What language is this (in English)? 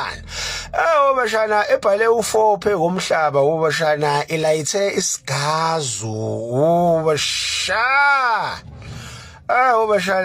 Zulu